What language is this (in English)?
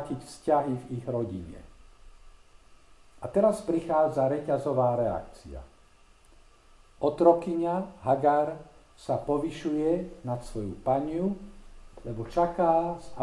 Slovak